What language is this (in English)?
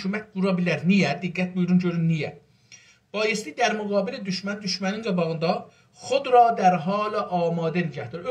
South Azerbaijani